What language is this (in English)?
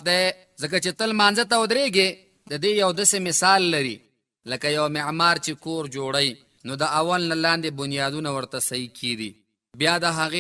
Pashto